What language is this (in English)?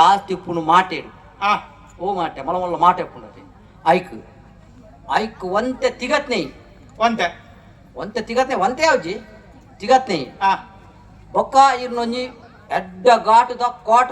Tulu